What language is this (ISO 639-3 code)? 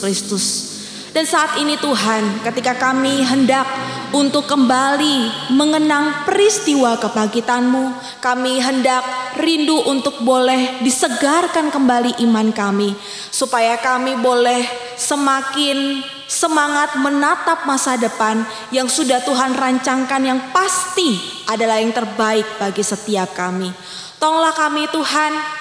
ind